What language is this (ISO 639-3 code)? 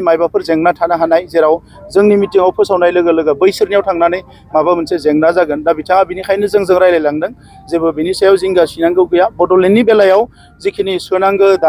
brx